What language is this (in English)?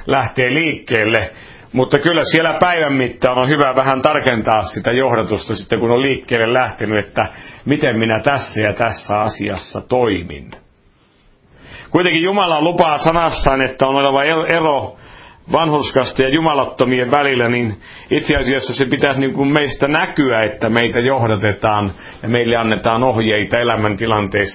Finnish